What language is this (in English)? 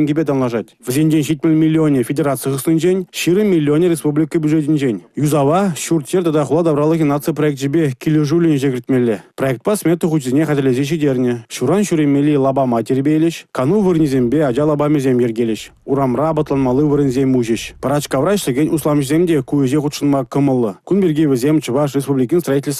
Chuvash